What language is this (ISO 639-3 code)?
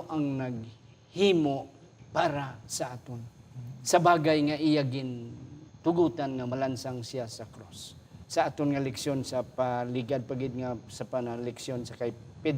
hil